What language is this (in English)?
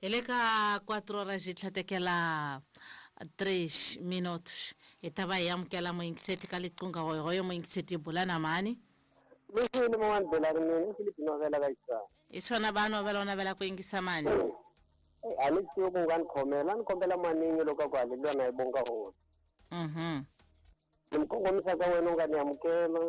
Tsonga